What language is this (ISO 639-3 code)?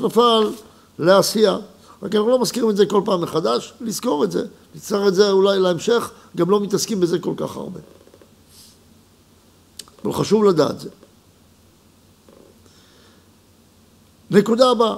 heb